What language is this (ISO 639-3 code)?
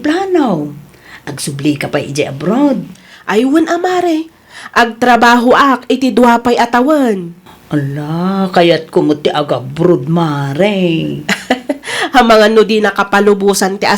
ilo